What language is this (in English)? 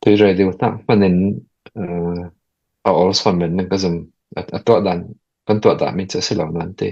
Falam Chin